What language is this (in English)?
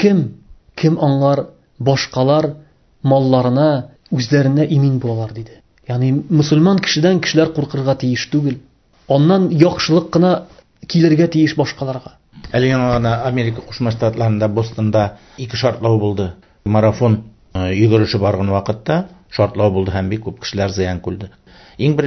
Tatar